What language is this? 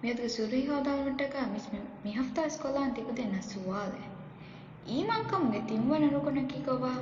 Divehi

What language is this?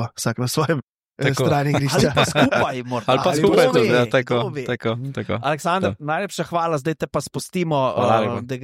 Slovenian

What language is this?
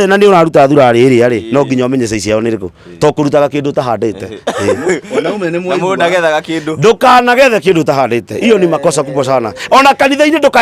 Kikuyu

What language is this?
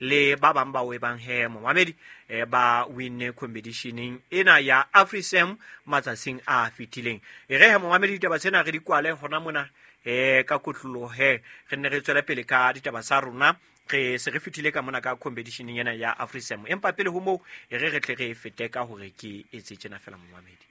Southern Sotho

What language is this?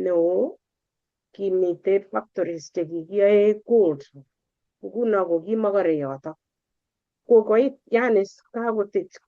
Kalenjin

